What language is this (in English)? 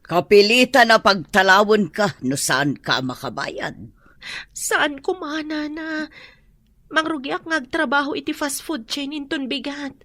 Iloko